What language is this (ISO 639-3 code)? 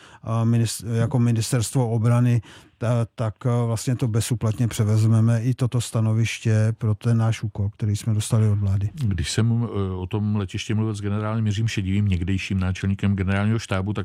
ces